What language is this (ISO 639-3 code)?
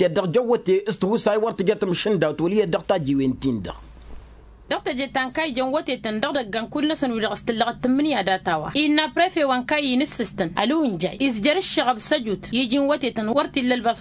taq